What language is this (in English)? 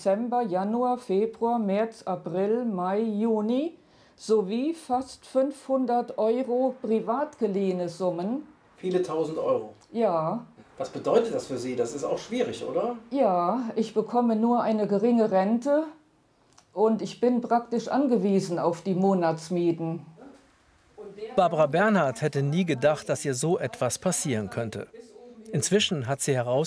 German